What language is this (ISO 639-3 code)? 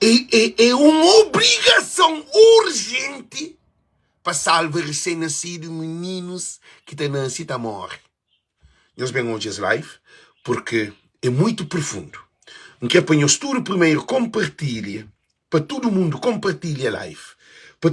kea